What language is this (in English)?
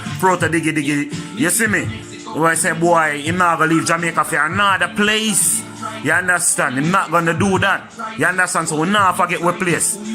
Jamaican Creole English